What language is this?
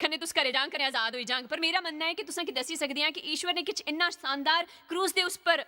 Dogri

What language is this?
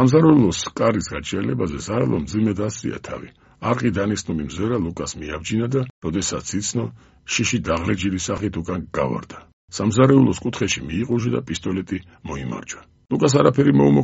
Georgian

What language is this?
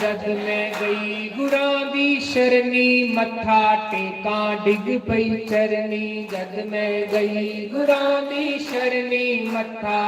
Dogri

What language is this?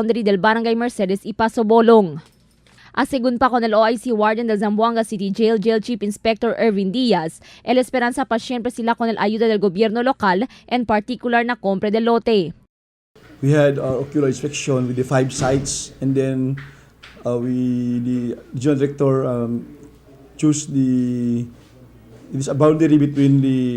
Chavacano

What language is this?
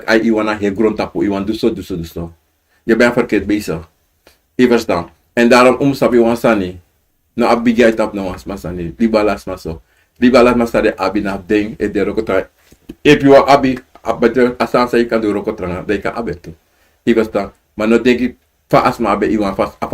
Sranan Tongo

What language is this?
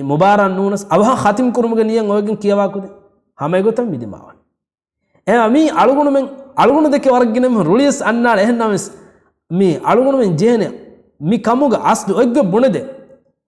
Divehi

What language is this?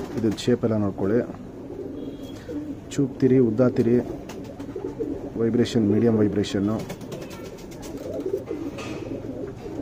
Kannada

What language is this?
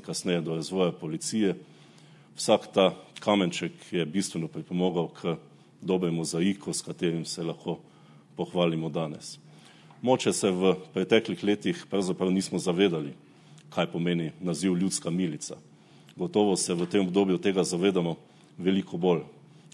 Slovenian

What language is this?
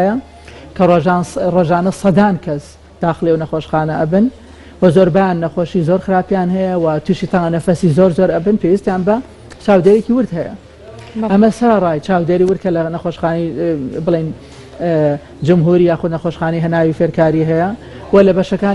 Central Kurdish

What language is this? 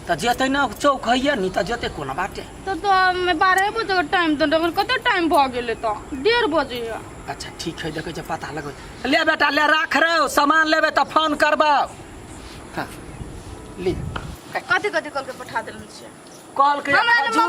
Maithili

